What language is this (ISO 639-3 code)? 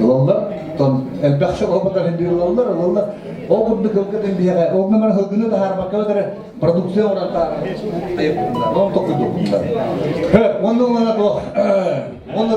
sah